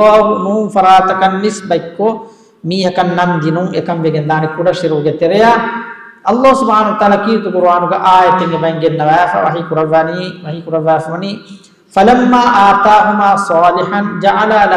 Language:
Divehi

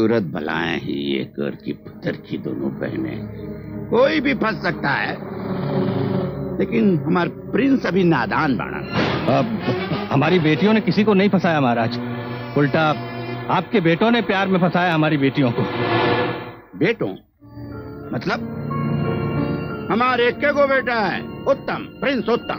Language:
Bhojpuri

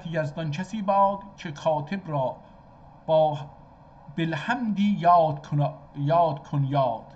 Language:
South Azerbaijani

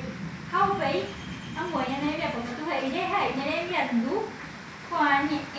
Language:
Guarani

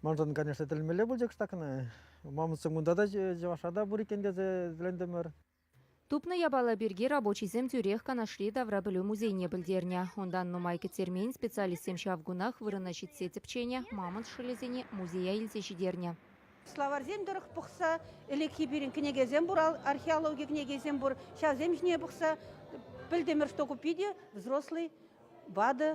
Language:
Chuvash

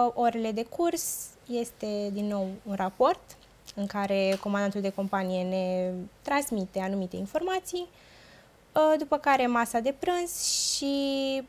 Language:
Romanian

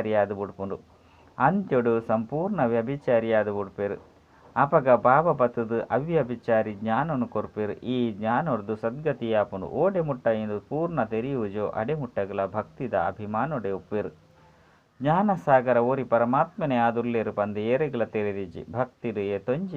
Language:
Tulu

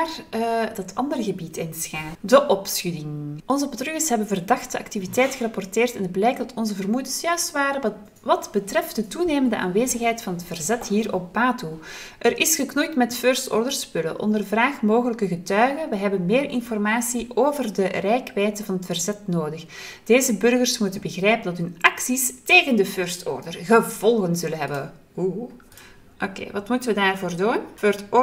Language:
Dutch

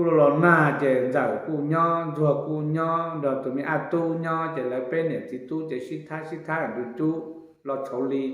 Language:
Hmong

